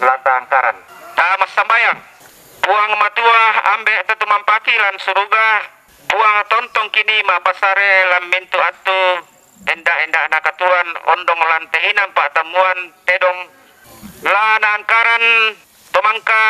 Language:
Toraja-Sa'dan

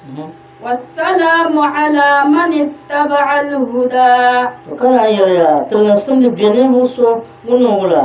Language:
Dagbani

